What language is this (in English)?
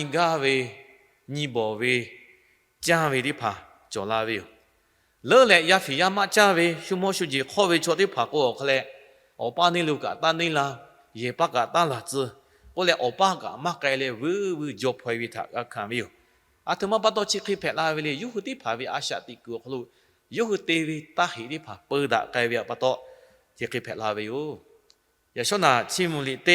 Lahu